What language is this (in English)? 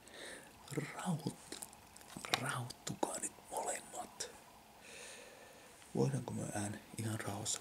Finnish